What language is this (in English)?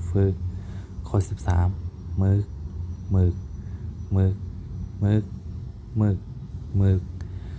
Shan